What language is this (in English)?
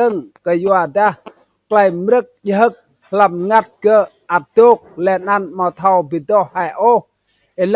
Rade